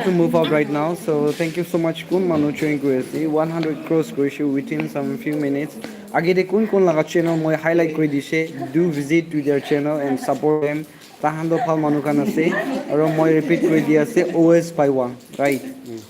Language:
Naga Pidgin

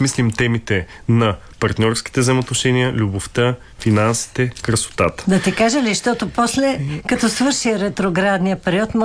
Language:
Bulgarian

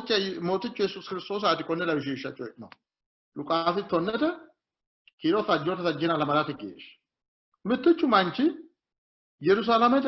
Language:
Sidamo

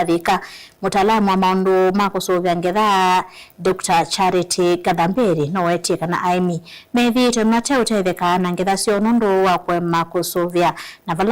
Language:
Kamba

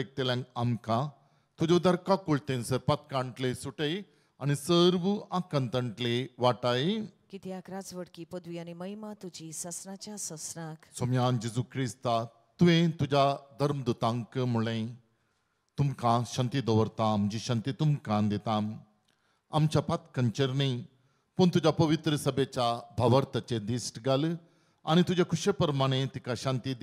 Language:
Konkani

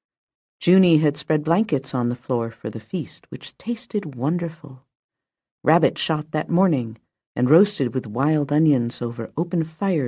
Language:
English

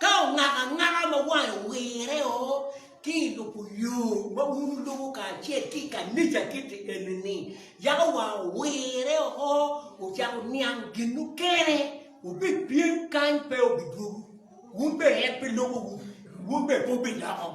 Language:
Acoli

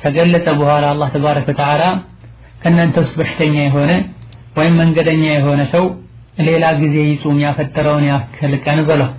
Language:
Amharic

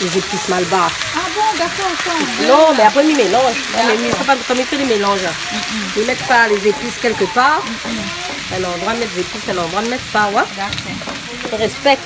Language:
Réunion Creole French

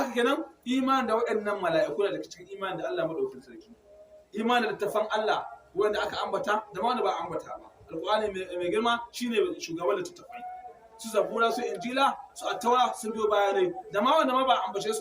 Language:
Hausa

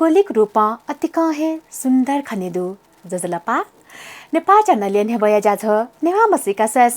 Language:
Newari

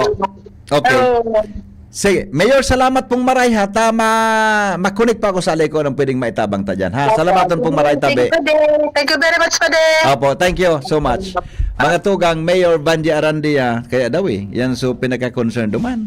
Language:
Bikol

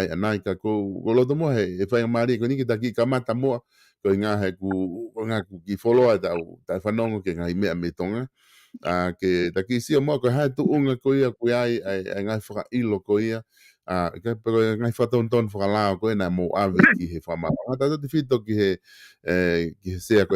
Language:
Tongan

